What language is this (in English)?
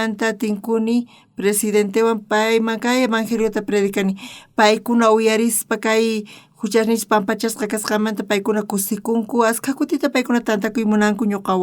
South Bolivian Quechua